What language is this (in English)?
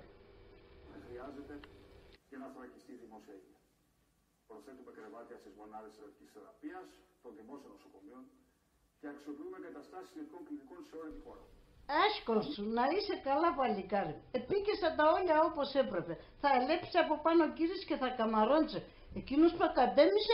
Pontic